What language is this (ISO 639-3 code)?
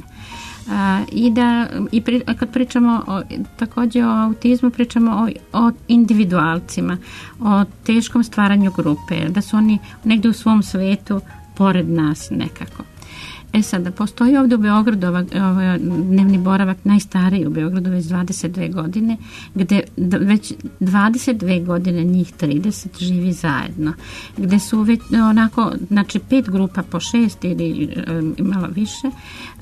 srp